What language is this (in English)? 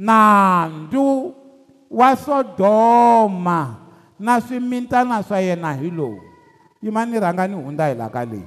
Tsonga